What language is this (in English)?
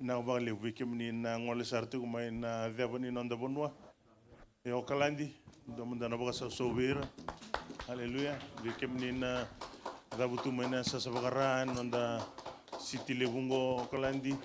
Fijian